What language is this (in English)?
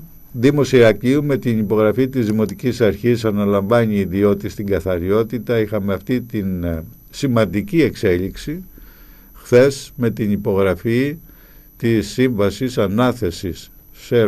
Greek